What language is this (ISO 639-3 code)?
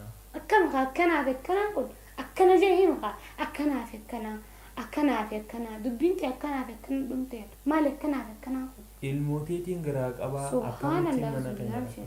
orm